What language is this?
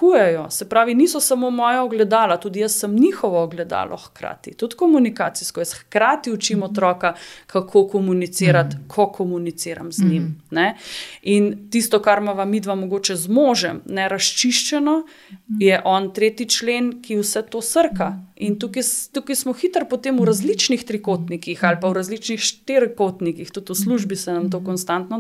Slovenian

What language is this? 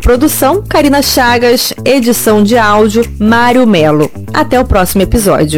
Portuguese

